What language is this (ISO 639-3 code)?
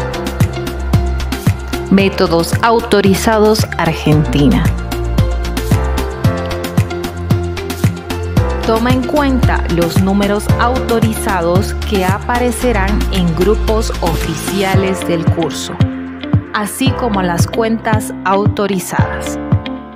spa